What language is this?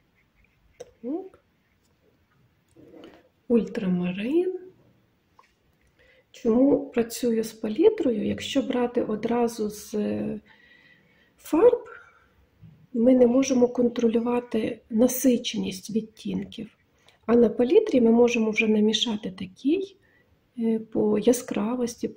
Ukrainian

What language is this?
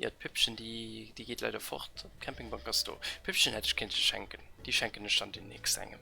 Luxembourgish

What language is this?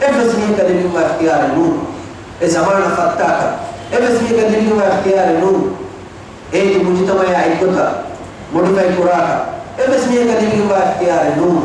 Divehi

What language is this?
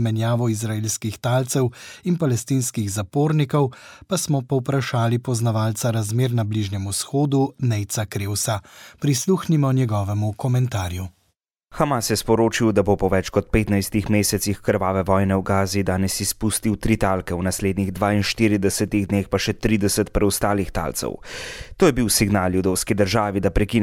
Slovenian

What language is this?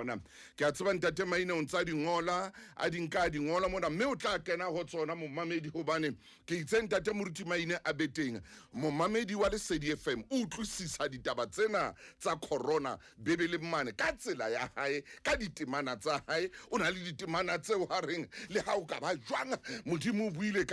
Southern Sotho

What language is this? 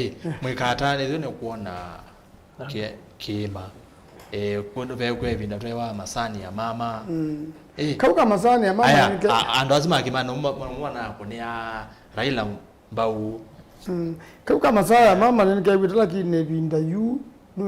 Kamba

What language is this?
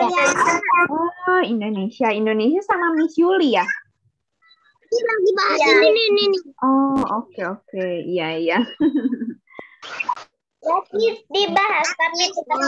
Indonesian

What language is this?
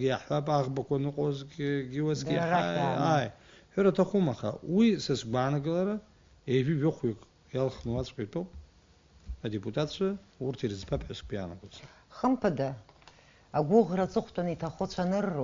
Abkhazian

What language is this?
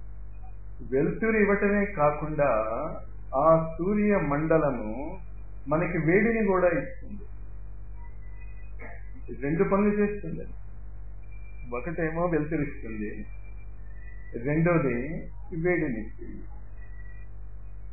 Telugu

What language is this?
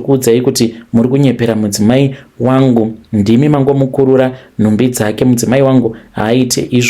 Shona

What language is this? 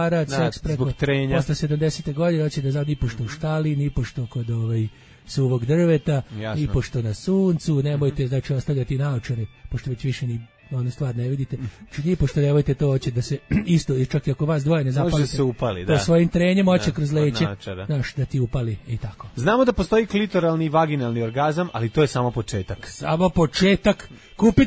Serbian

